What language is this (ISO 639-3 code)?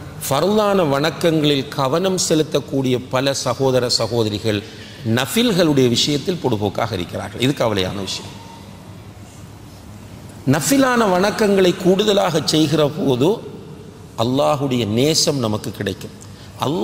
tam